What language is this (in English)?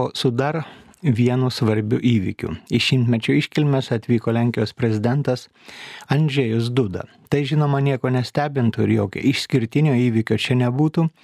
Lithuanian